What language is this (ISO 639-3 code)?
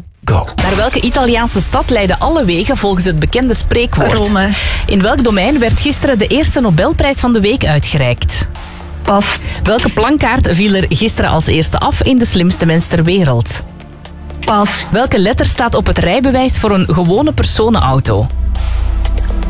nld